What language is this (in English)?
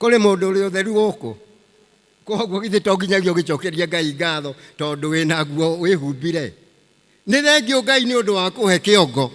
Kikuyu